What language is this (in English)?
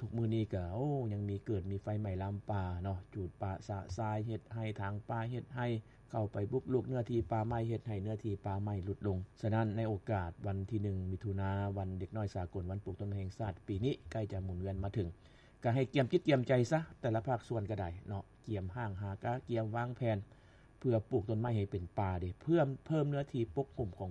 Lao